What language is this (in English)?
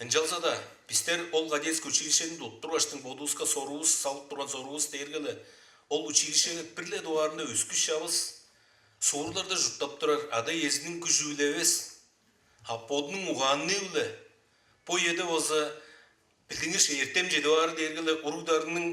Tuvinian